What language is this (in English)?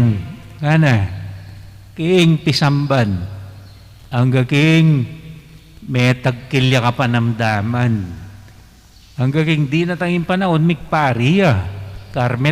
Pampanga